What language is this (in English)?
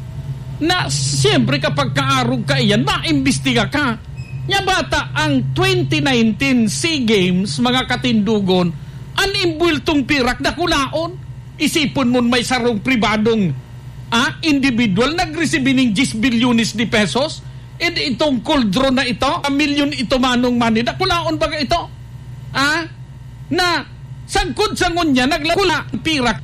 Bikol